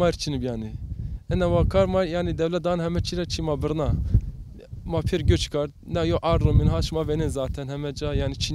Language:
Zaza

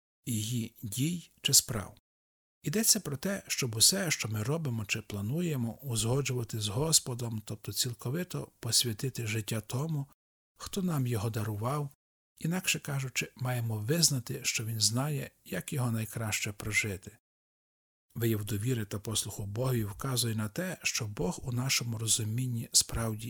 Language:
Ukrainian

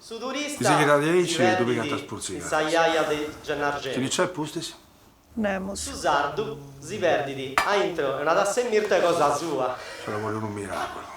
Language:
Sardinian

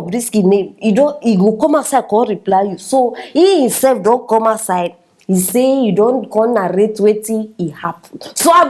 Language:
Nigerian Pidgin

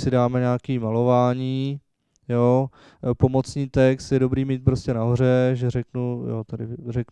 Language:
Czech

